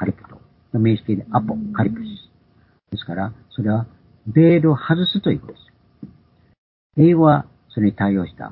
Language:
Japanese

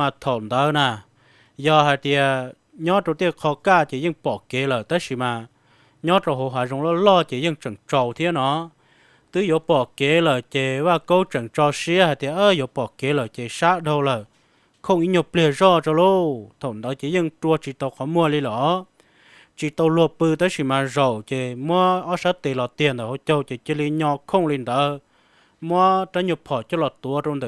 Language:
Hmong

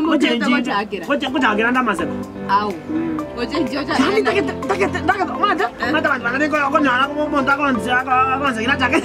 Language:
Gusii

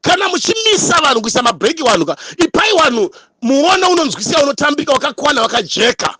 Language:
Shona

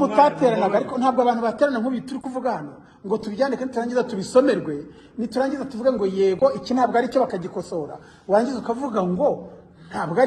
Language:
Kinyarwanda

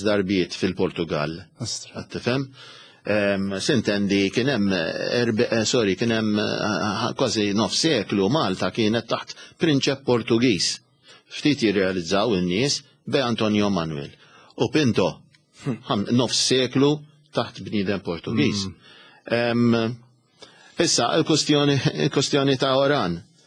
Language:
Maltese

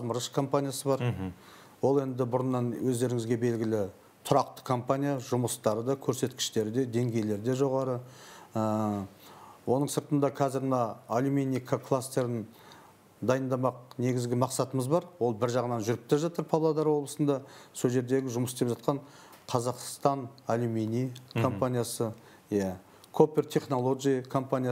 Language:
Kazakh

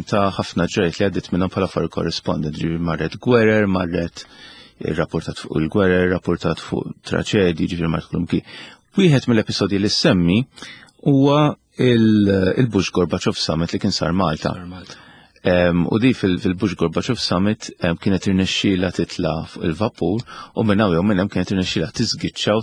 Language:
Maltese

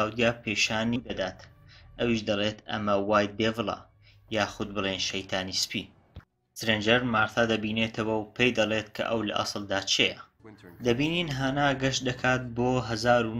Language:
Central Kurdish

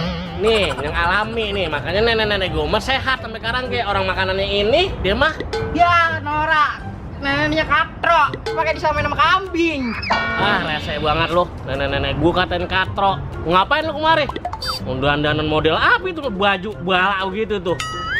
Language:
Betawi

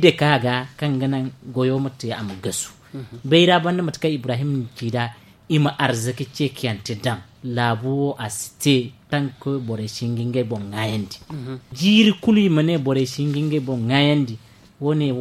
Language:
Zarma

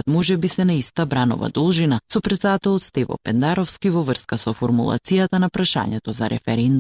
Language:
Macedonian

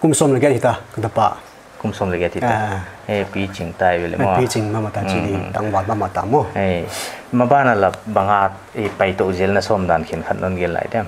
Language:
Paite Chin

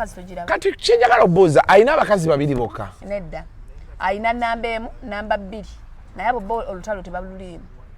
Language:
Ganda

